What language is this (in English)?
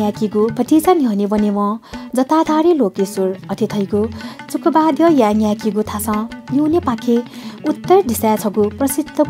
Newari